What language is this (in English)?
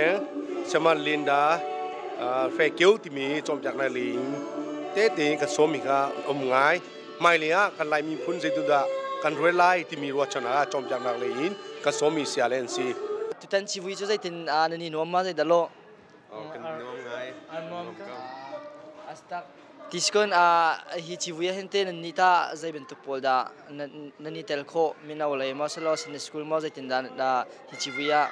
Hakha Chin